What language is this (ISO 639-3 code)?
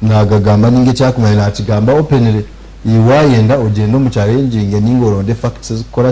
nyn